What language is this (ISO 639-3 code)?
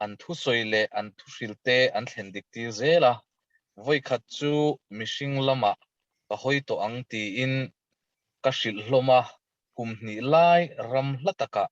lus